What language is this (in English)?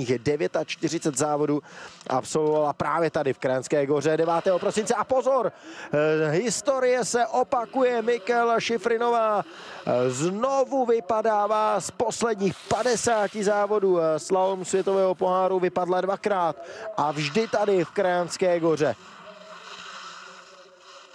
Czech